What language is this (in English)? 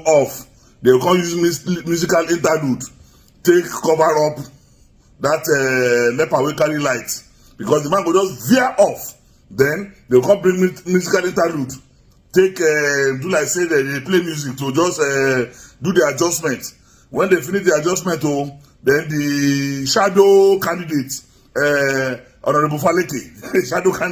Nigerian Pidgin